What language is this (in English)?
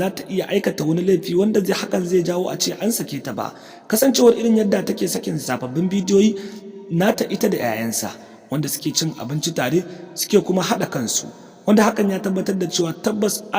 Hausa